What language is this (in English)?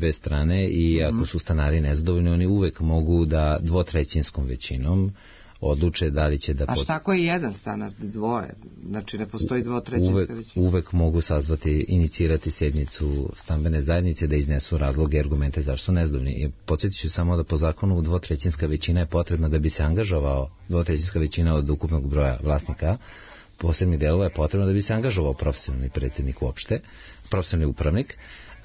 Serbian